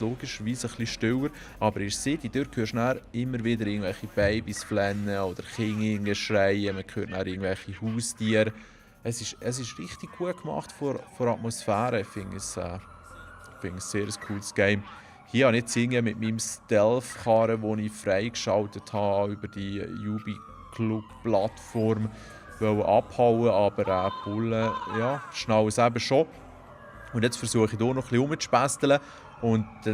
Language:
Swiss German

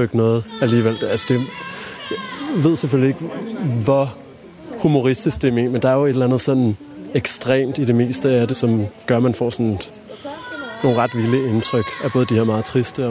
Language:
Danish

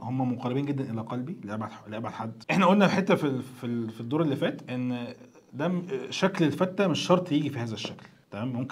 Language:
Egyptian Arabic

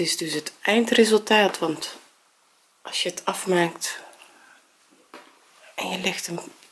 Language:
Dutch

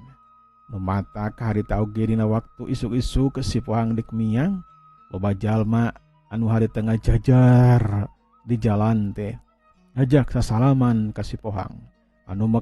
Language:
Sundanese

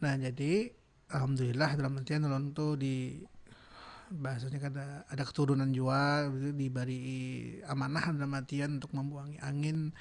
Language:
Banjar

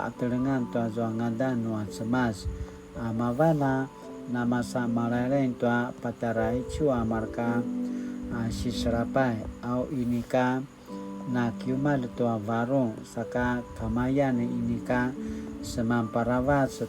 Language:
Paiwan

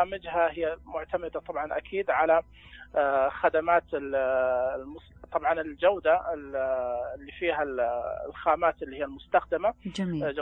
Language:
Najdi Arabic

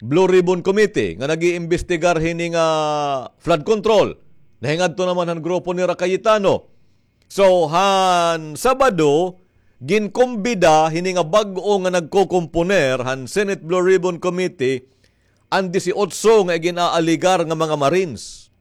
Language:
Waray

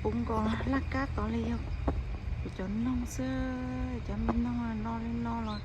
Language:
Hmong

